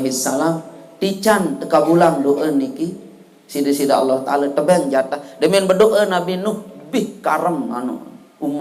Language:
Sasak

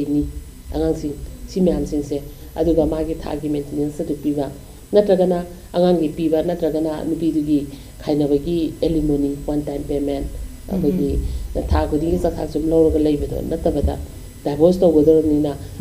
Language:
Manipuri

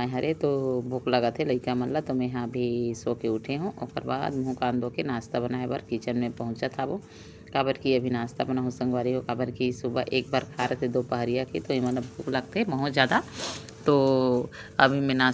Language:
Chhattisgarhi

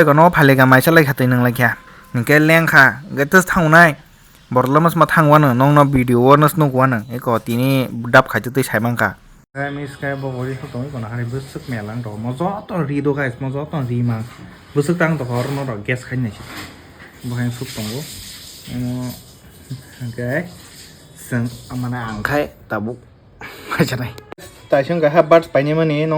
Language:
Kok Borok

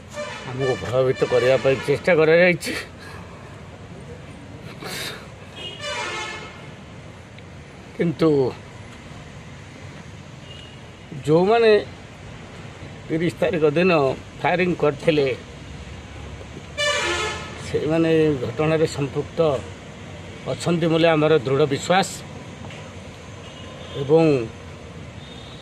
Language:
Odia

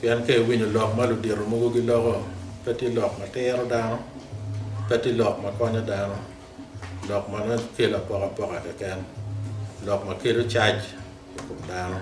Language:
Acoli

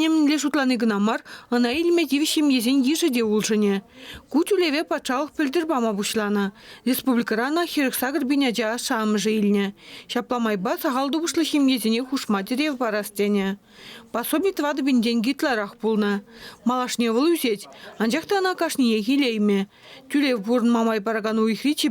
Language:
Chuvash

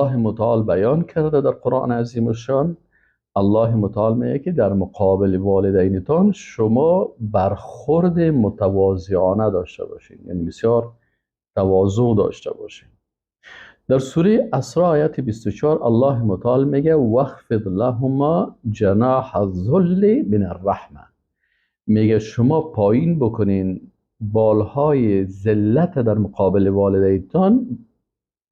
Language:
Persian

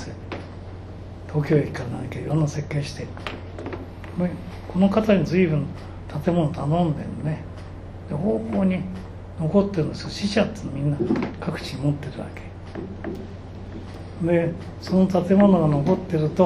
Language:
Japanese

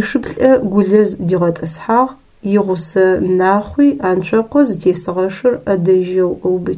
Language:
Adyghe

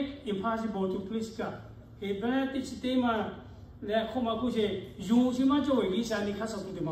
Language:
Lahu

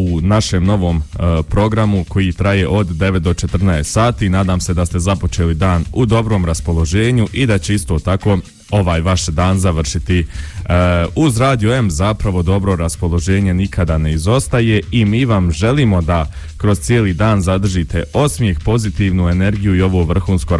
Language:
Bosnian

